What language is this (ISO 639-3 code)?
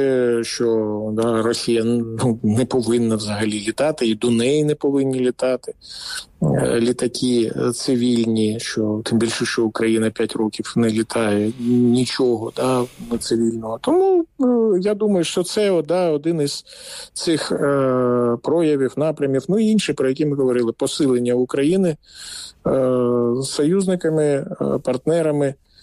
ukr